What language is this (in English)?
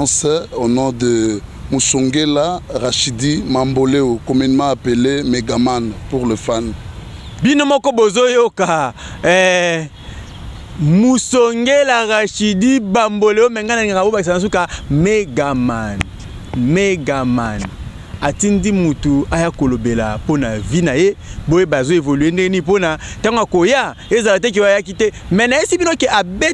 Lingala